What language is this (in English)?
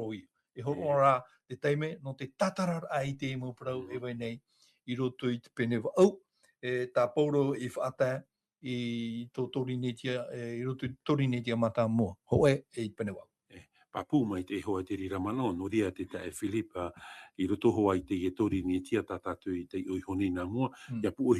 Tahitian